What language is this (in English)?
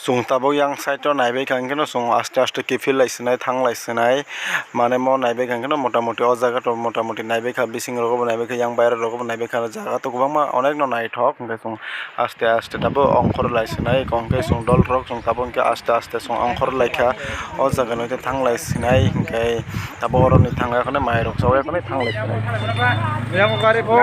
Kok Borok